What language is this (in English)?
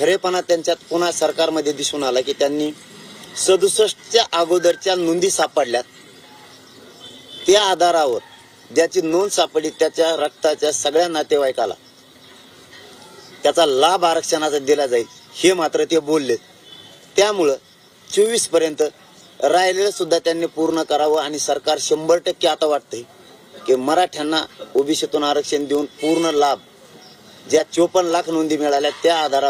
Marathi